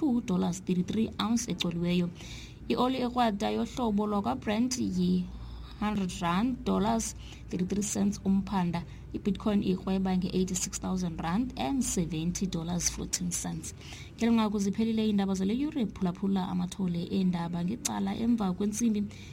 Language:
Xhosa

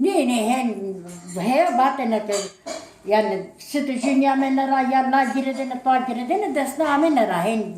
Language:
Zaza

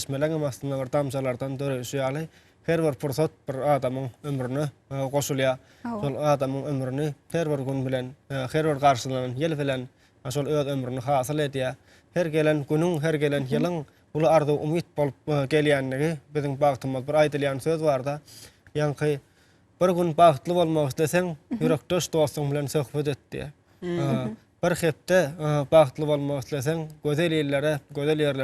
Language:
Turkmen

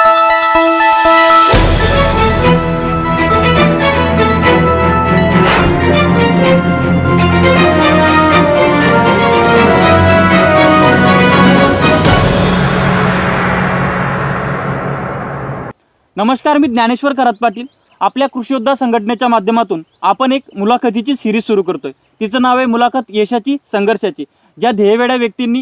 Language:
Marathi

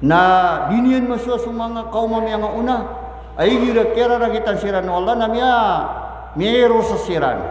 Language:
Maranao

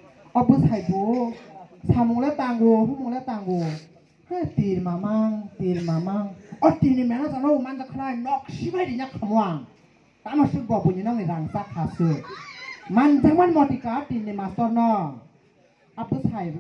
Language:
Kok Borok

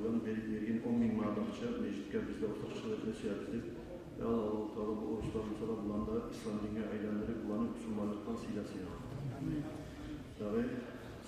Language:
Kumyk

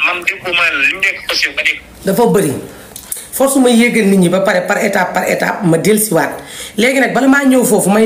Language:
Wolof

